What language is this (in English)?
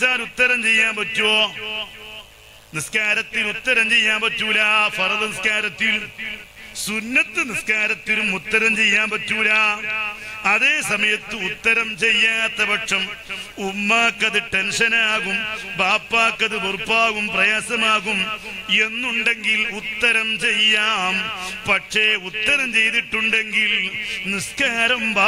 Malayalam